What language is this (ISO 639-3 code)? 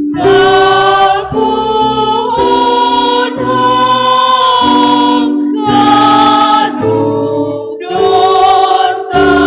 bts